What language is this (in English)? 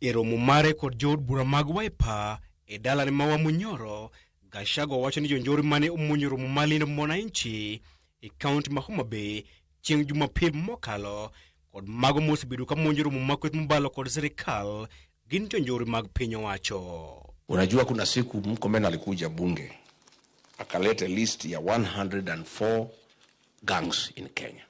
Luo (Kenya and Tanzania)